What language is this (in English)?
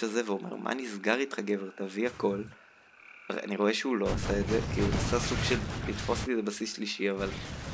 Hebrew